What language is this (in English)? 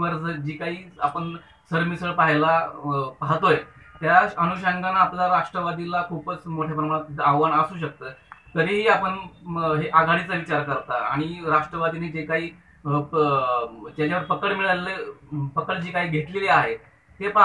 Marathi